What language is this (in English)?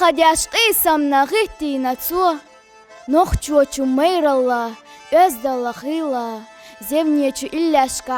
Chechen